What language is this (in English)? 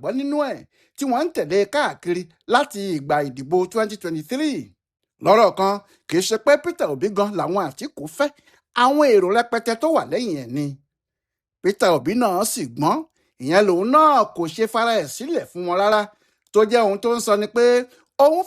Yoruba